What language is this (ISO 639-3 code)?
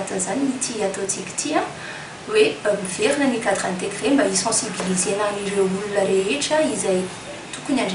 mlg